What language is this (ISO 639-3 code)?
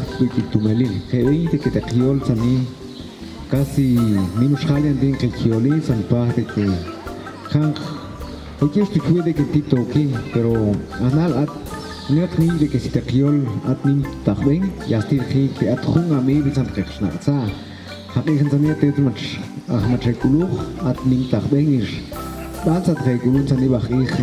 ttc